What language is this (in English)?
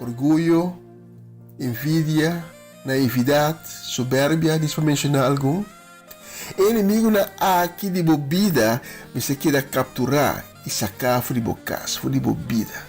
Papiamento